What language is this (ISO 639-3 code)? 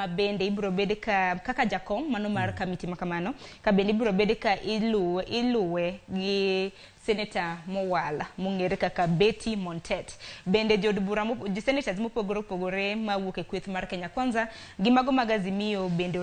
luo